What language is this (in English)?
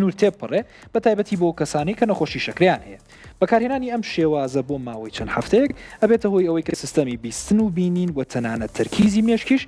Central Kurdish